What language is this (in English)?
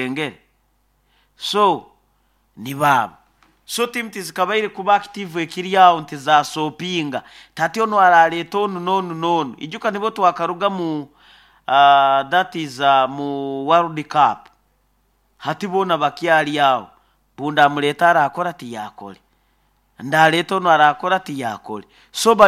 Nyoro